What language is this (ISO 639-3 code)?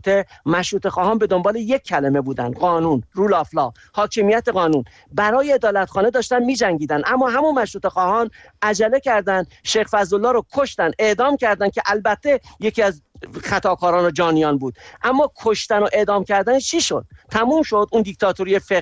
fas